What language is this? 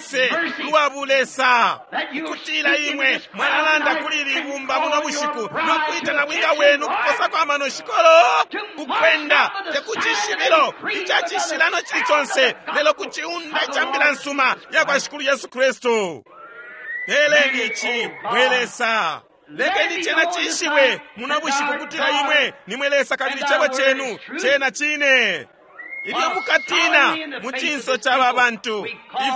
Bemba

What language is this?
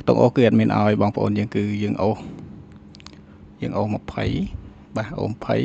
Khmer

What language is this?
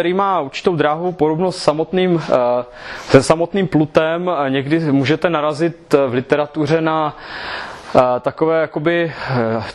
Czech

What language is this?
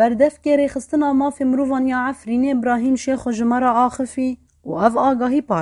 Kurdish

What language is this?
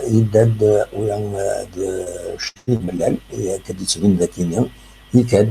Kabyle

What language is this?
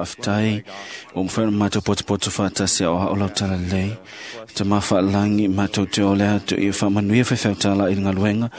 Samoan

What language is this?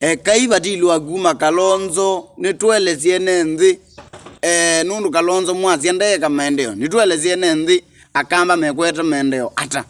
Kamba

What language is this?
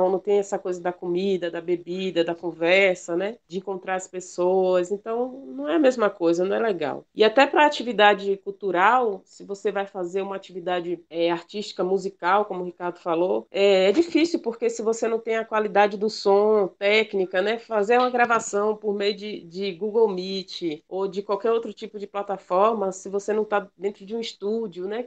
Portuguese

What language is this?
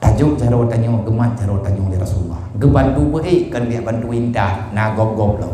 Achinese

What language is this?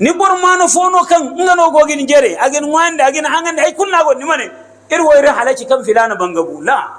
Hausa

